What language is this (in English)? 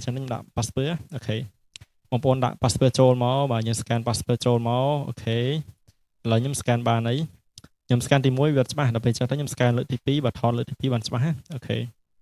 Khmer